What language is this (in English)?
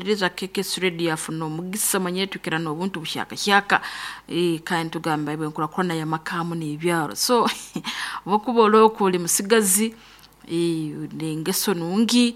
Nyankole